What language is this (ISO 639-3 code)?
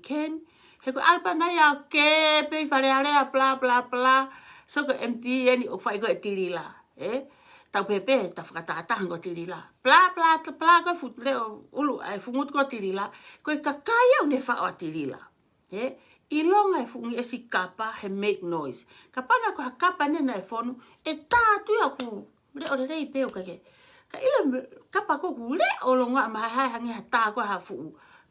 ton